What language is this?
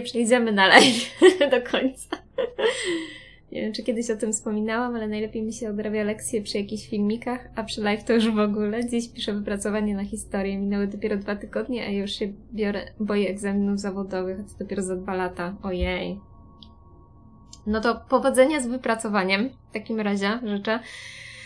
Polish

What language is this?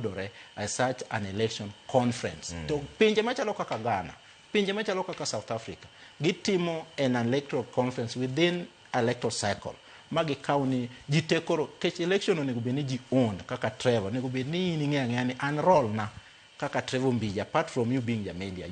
Luo (Kenya and Tanzania)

